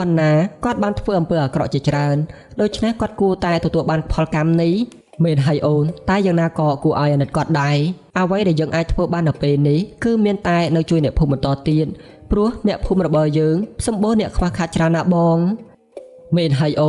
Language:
Khmer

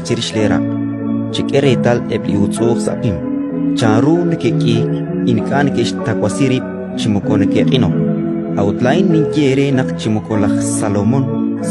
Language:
Kekchí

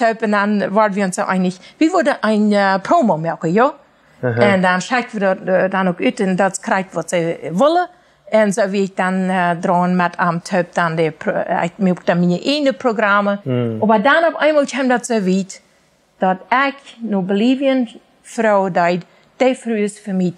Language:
Plautdietsch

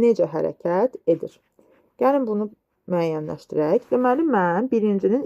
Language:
Azerbaijani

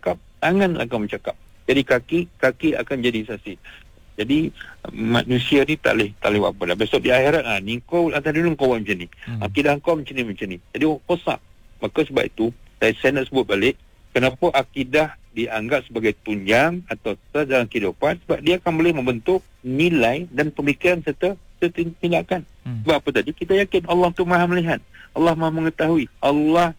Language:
Malay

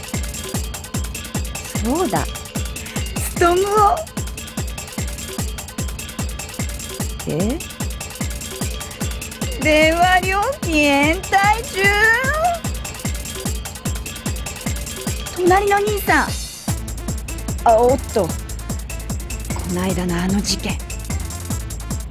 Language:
Japanese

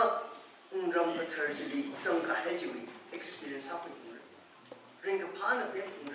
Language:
Tangkhul Naga (India)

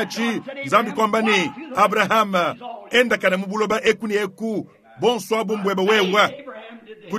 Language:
Luba-Lulua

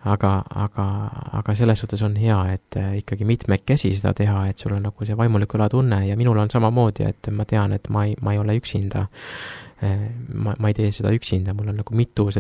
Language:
Estonian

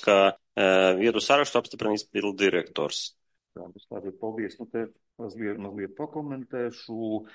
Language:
Latvian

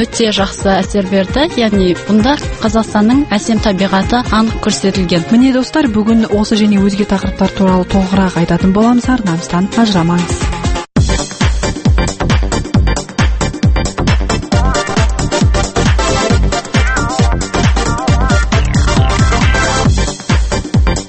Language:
Kazakh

